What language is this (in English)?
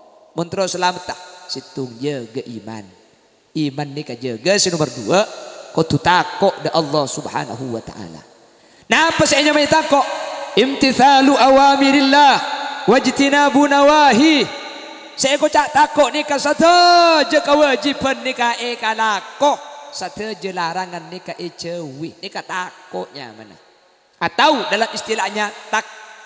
Madurese